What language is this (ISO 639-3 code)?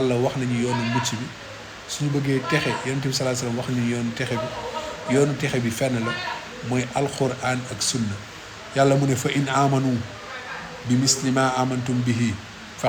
wol